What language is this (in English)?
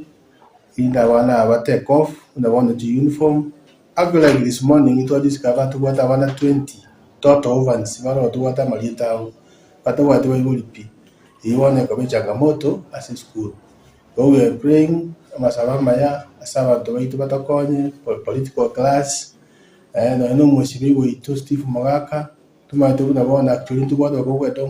Gusii